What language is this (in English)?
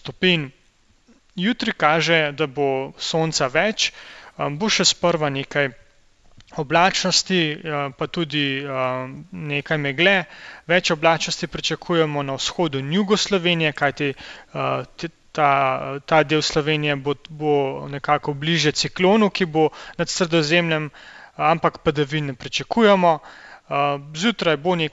Slovenian